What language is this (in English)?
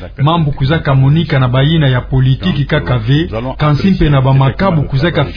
Kituba (Democratic Republic of Congo)